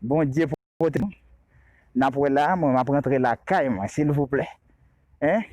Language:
Haitian Creole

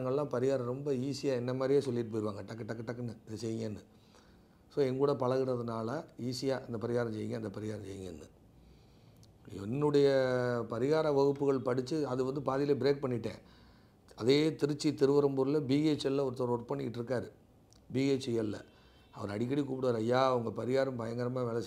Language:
Tamil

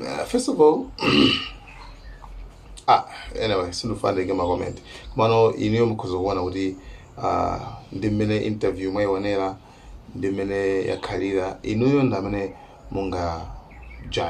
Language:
Nyanja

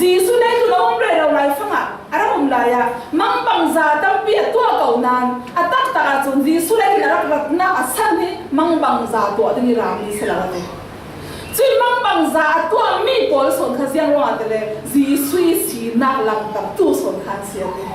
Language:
Falam Chin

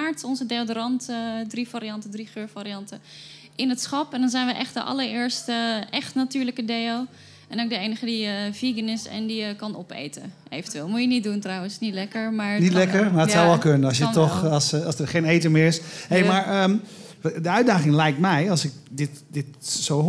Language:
Dutch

